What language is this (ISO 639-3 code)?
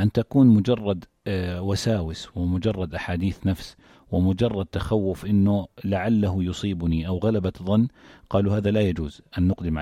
apc